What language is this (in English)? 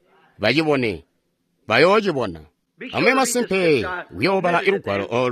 Tonga (Zambia)